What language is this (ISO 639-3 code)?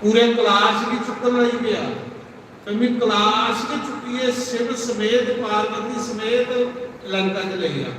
doi